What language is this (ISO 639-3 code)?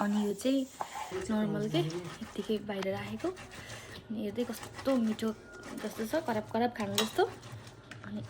nep